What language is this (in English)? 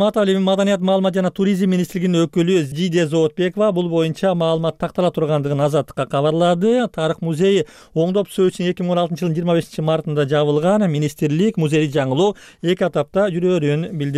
Kyrgyz